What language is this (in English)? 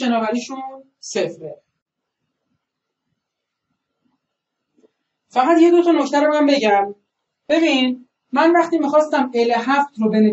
Persian